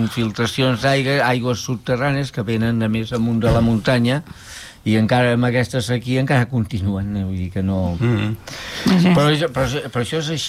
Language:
Catalan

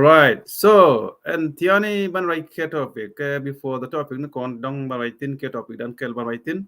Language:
Nuer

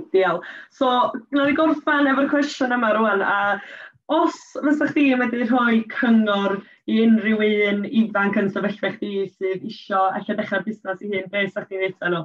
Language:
Welsh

